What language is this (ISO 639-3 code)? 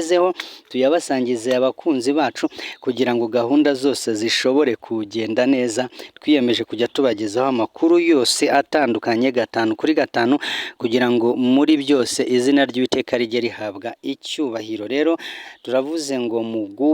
kin